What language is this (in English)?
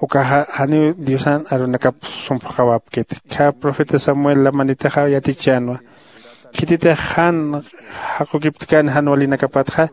Aymara